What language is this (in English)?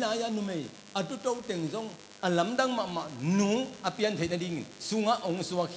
Tedim Chin